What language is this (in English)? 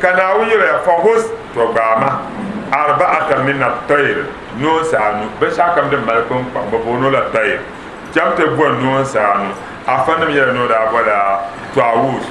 Dagbani